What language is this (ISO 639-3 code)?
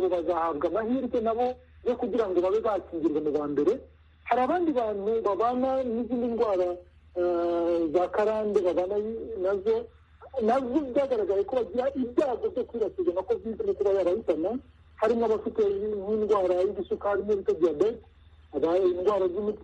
kin